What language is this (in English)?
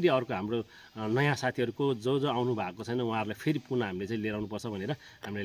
Nepali